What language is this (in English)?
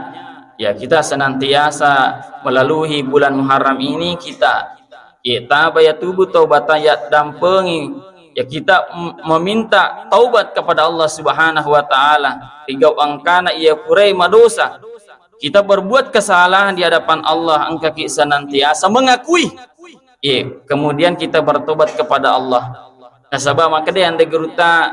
Buginese